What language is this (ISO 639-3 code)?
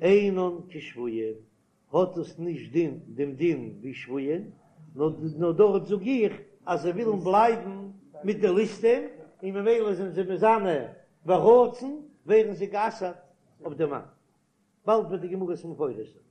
yid